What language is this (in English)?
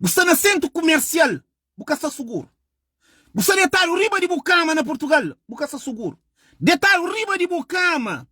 Kabuverdianu